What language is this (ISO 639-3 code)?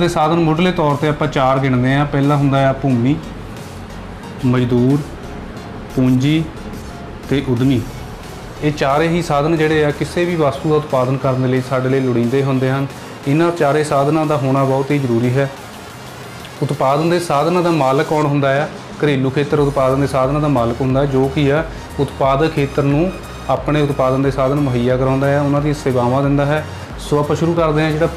pan